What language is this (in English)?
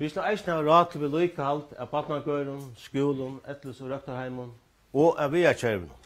Faroese